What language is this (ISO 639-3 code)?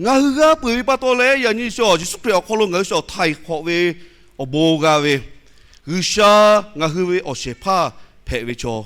lhu